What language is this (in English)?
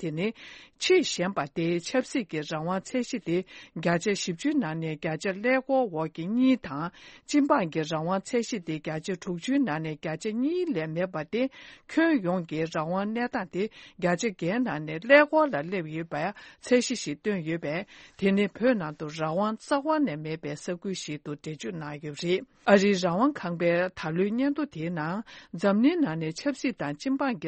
Tibetan